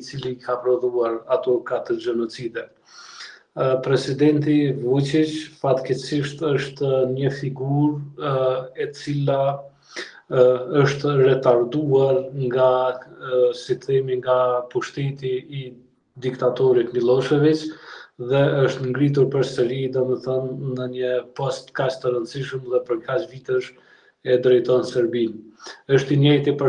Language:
Albanian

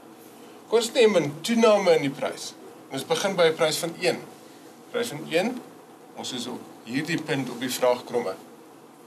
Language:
Afrikaans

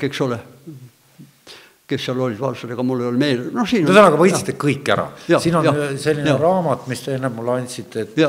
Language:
Estonian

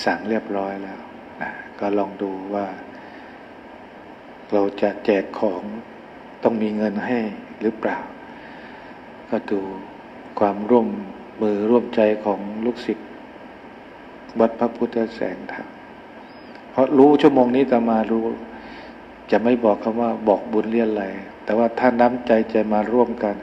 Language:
Thai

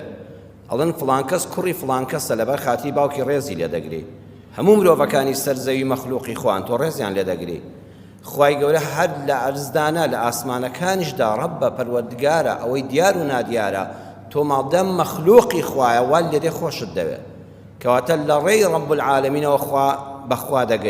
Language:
Central Kurdish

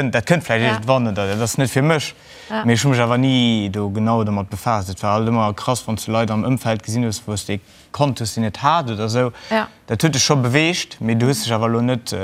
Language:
Luxembourgish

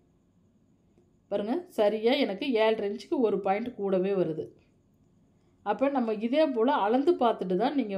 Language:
Tamil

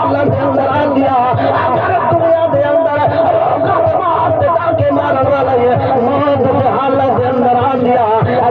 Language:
Saraiki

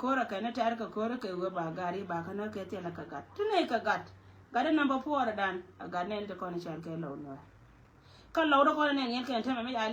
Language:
Nuer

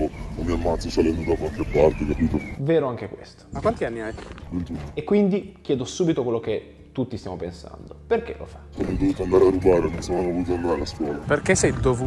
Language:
Italian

